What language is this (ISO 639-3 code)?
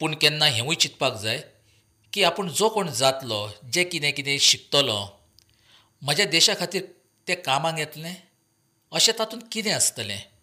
kok